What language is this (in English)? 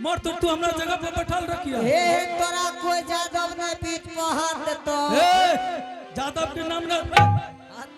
Angika